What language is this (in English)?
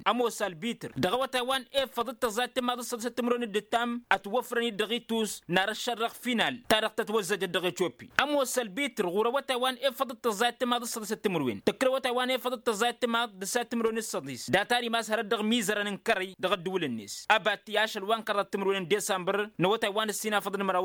Tamasheq